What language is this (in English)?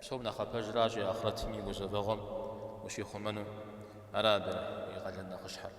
Kabardian